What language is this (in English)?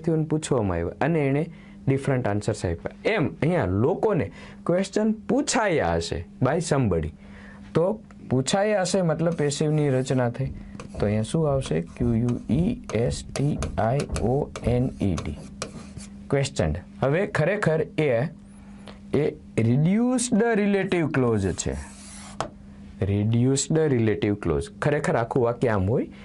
Gujarati